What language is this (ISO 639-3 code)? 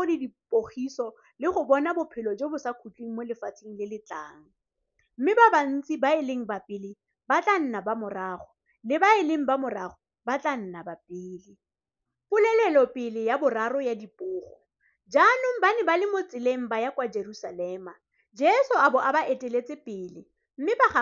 tsn